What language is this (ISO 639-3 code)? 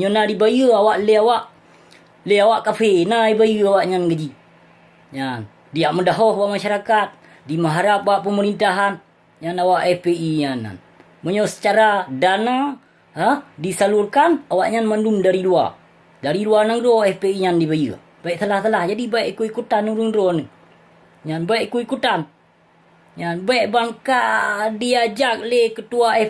ace